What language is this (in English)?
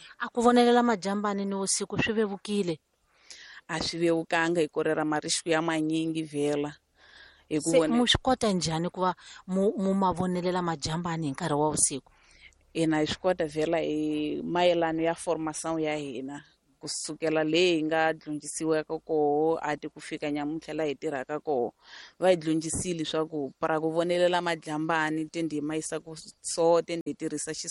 Tsonga